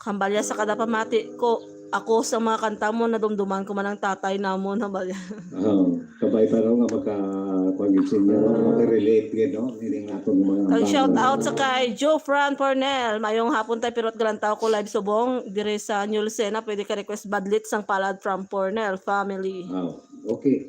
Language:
Hiligaynon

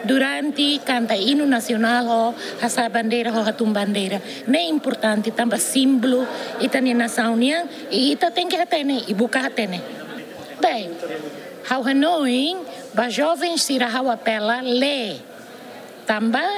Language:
Tetum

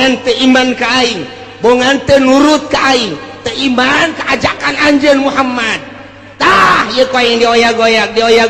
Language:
Sundanese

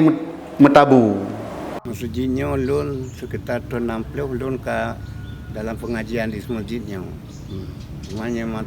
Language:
Achinese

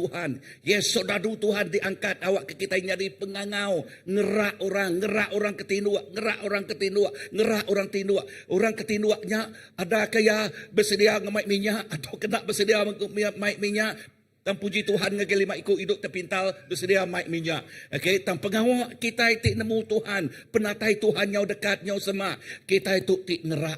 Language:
Iban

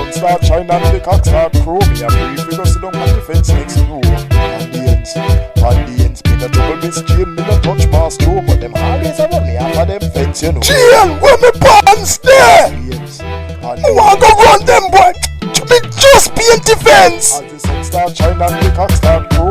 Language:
Jamaican Creole English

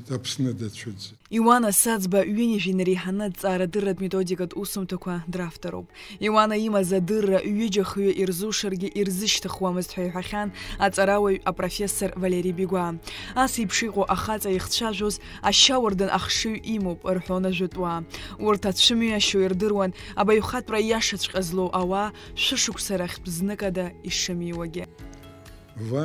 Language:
Abkhazian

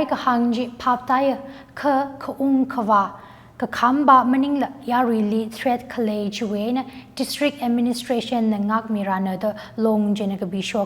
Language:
Tangkhul Naga (India)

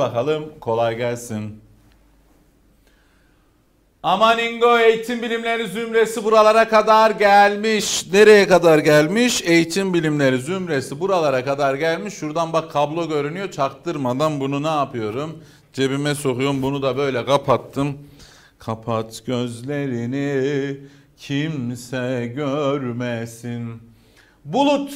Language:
Turkish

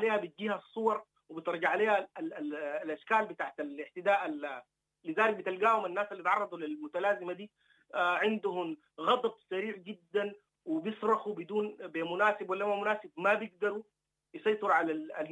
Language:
Sudanese Arabic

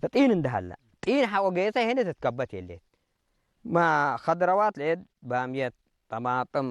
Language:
Tigre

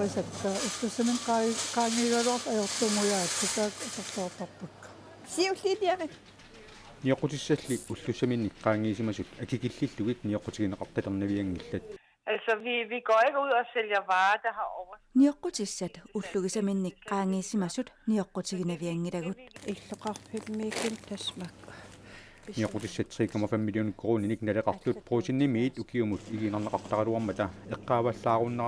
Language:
Kalaallisut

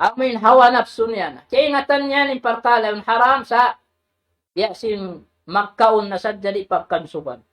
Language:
Tausug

